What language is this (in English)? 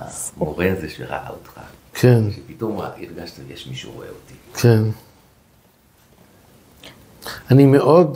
Hebrew